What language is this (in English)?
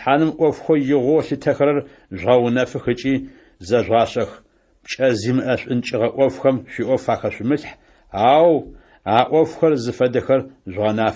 Adyghe